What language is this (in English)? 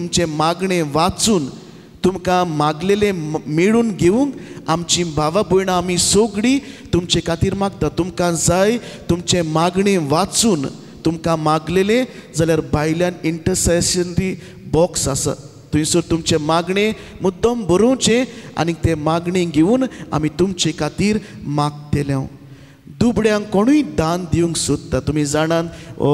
Konkani